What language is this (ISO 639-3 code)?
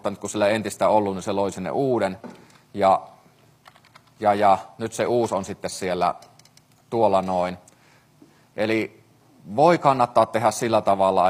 fin